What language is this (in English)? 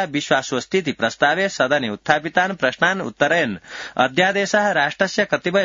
Sanskrit